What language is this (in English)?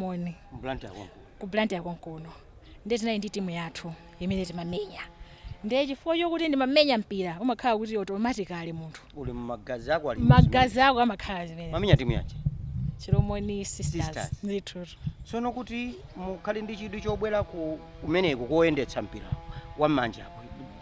Nyanja